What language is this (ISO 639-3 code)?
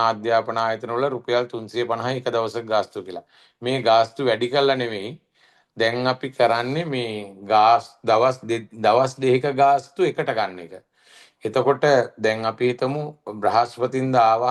sin